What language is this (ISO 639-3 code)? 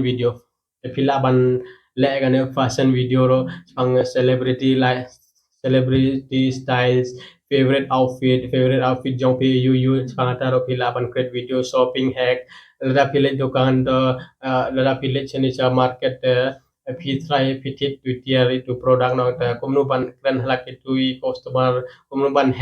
kha